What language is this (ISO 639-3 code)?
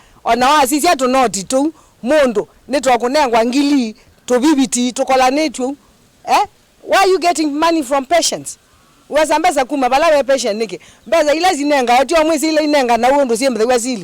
kam